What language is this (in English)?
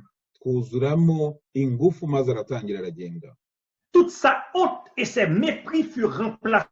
Kinyarwanda